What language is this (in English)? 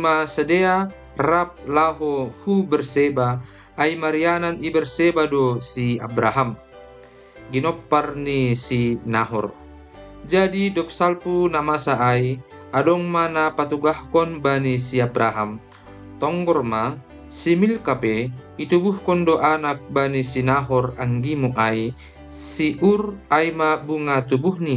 Batak Simalungun